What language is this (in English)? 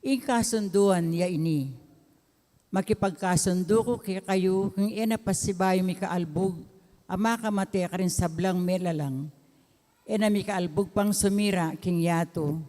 Pampanga